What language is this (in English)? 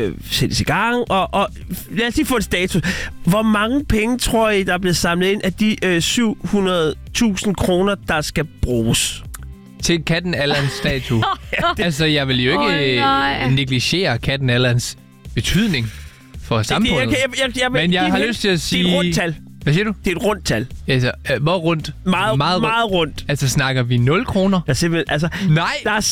Danish